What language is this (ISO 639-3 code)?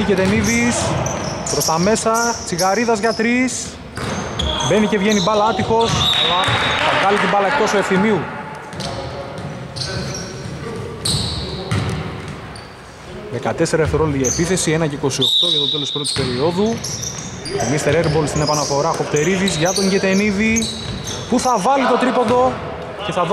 ell